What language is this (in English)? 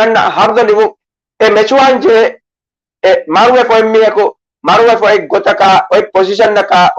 Divehi